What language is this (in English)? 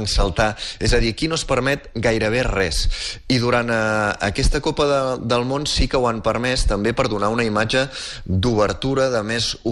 Catalan